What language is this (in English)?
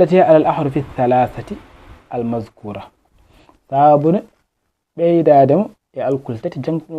Fula